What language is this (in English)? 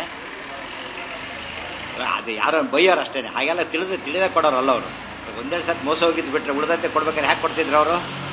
Kannada